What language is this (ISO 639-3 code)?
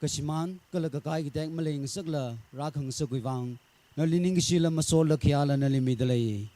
nmf